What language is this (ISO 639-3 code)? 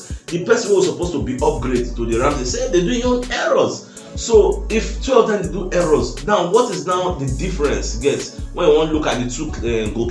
pcm